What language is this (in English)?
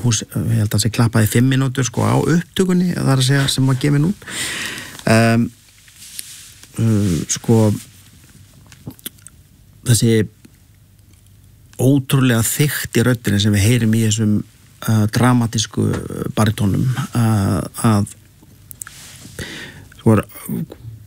Icelandic